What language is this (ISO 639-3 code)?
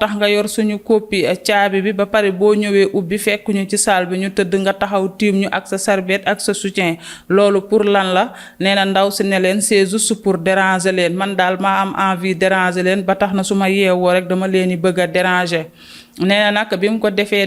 wol